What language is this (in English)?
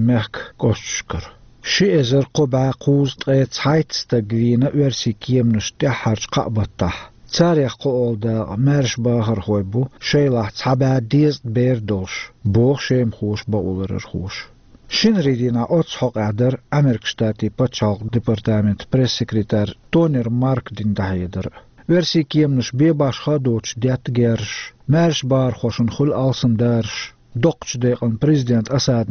Chechen